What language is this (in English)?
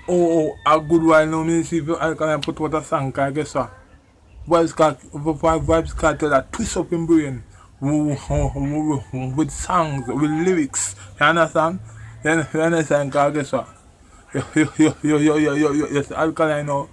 Jamaican Creole English